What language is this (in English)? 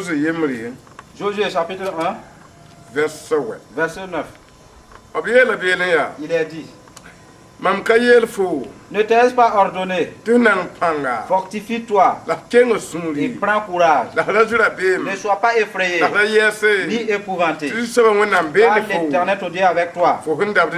Mossi